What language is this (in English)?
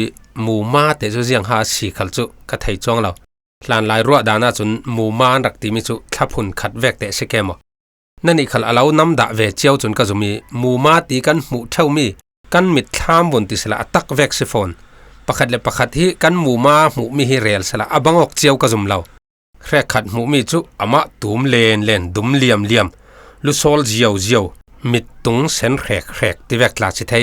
Falam Chin